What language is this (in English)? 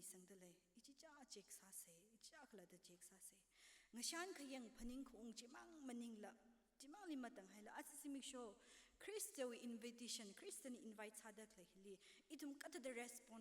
Tangkhul Naga (India)